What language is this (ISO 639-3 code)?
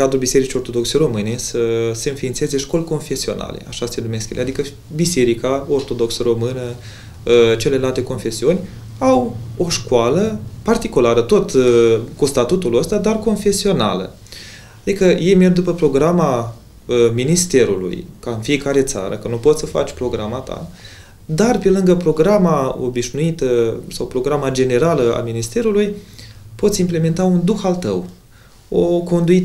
ron